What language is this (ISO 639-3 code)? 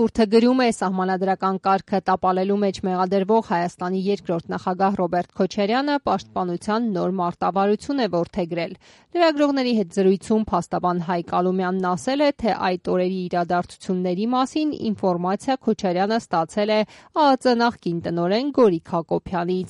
hye